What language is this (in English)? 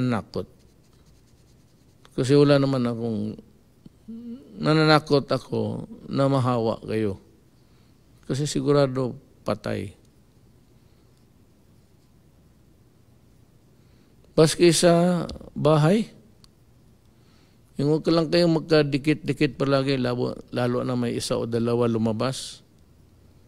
Filipino